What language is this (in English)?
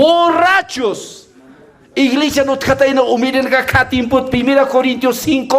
Aymara